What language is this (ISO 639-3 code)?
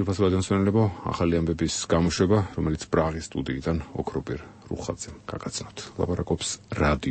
kat